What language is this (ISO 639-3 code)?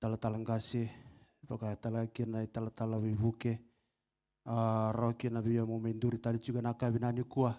fij